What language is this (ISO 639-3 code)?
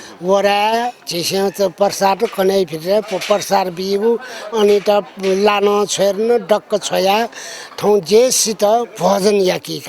new